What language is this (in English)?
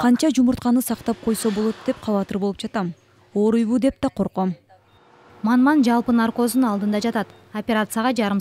Kyrgyz